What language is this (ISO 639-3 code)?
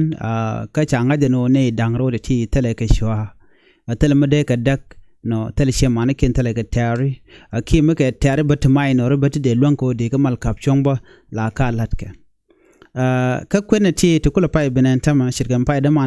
nus